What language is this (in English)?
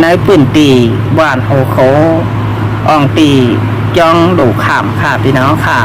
Shan